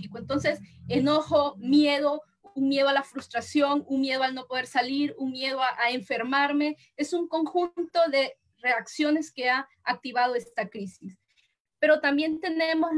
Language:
Spanish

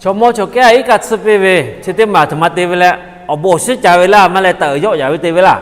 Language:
Lahu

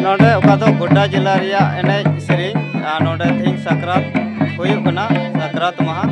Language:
Santali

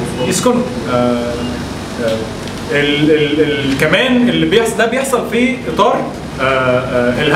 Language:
Egyptian Arabic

